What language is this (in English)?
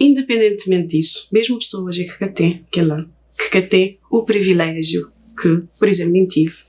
Kabuverdianu